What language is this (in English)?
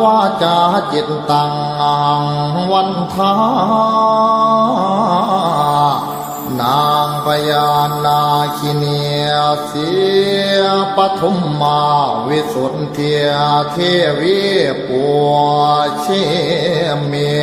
Pali